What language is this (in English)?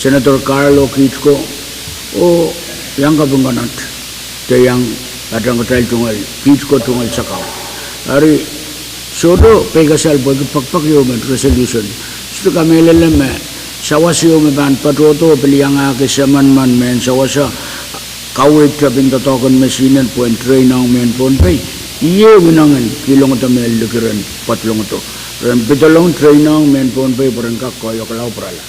Pohnpeian